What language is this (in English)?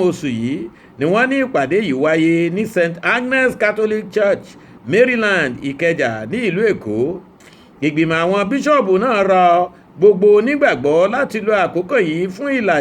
Yoruba